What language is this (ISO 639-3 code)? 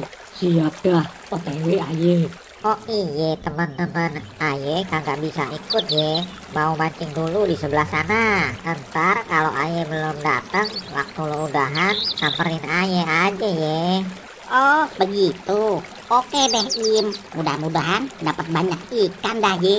bew